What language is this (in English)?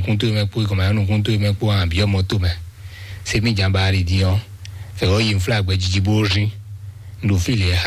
Fon